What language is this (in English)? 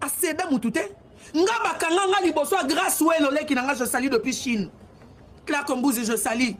Lingala